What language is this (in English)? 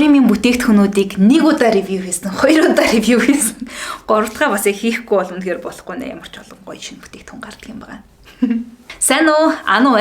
Mongolian